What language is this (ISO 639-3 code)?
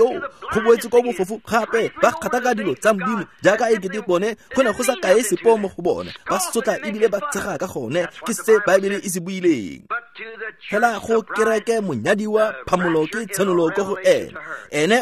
tsn